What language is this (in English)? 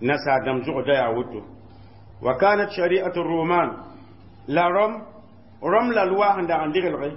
Mossi